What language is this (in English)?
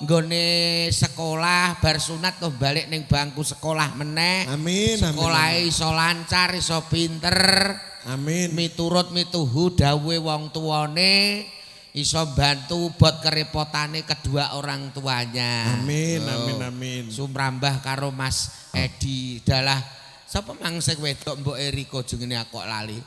Javanese